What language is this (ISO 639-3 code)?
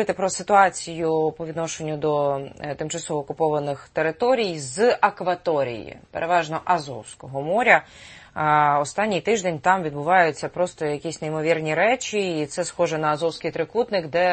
ukr